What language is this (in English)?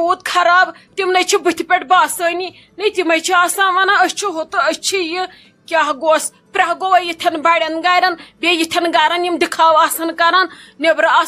Kashmiri